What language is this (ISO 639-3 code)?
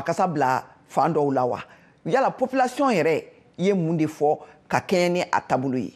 bam